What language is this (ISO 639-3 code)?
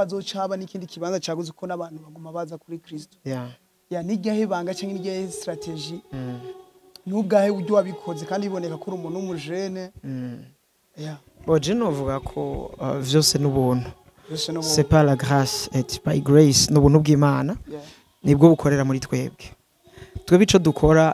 run